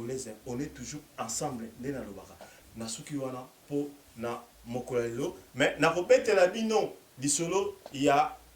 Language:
Lingala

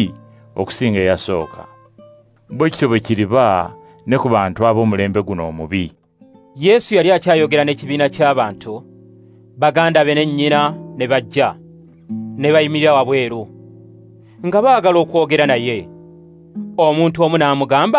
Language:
Ganda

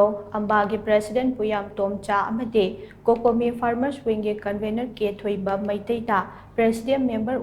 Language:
Manipuri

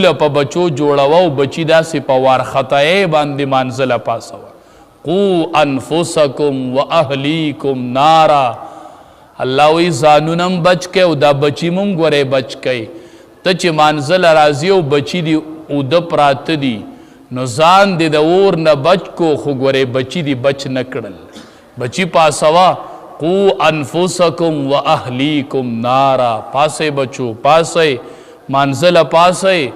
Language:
Pashto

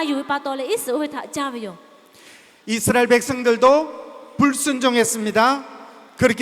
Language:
Lahu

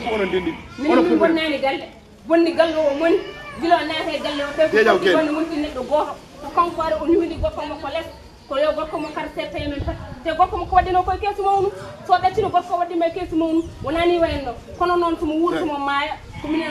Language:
Fula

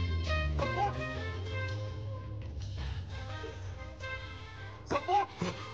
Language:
Telugu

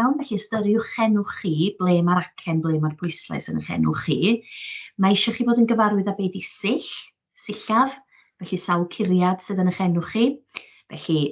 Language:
Welsh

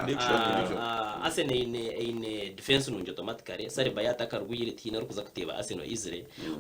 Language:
Nyankole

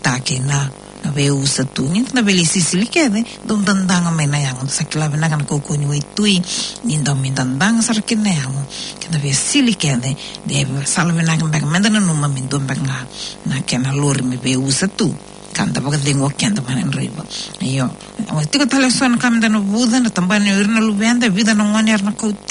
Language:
Fijian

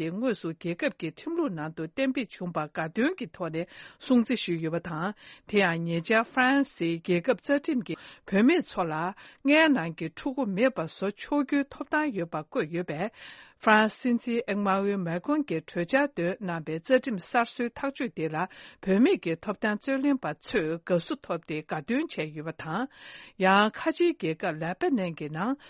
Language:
Tibetan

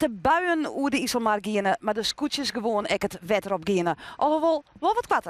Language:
Western Frisian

